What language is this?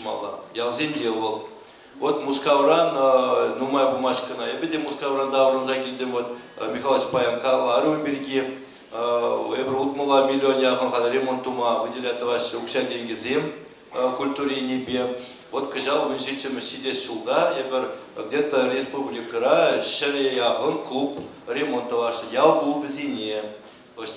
Chuvash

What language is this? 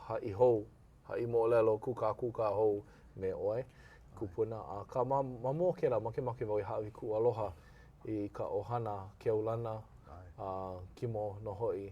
Hawaiian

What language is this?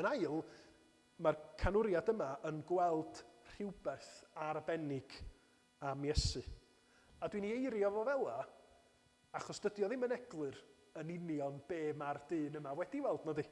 Welsh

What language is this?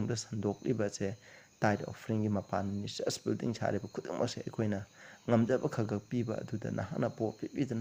Manipuri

